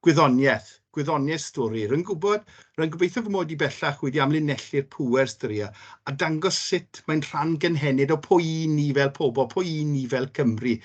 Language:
Welsh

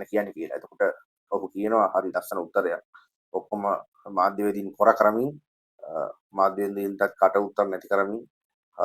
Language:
Sinhala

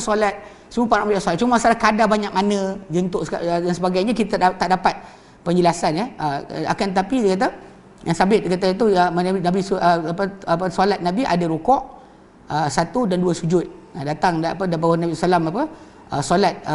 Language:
Malay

